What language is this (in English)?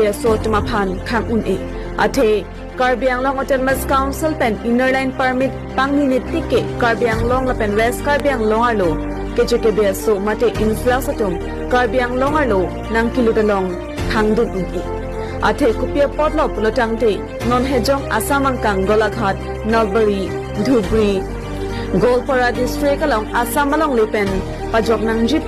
Karbi